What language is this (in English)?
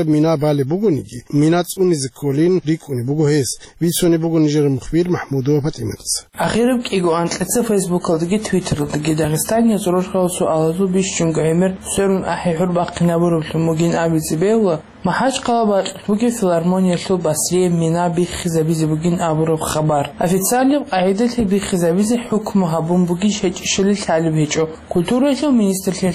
Avaric